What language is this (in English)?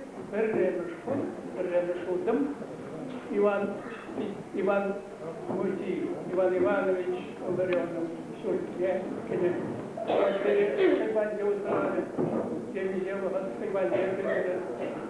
Chuvash